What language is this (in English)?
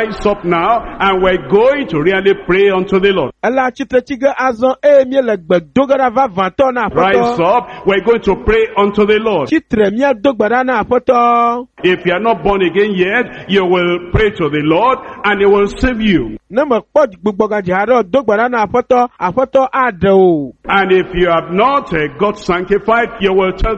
Ewe